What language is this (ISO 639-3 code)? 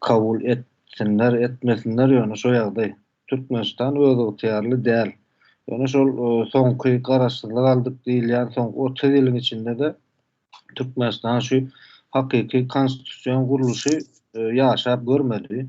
tuk